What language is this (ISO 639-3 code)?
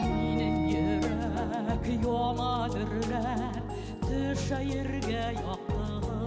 bak